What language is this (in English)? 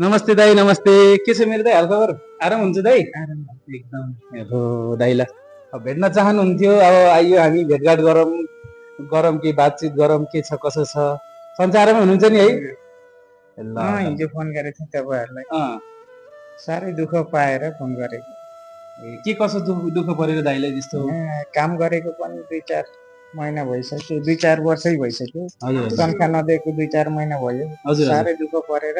Nepali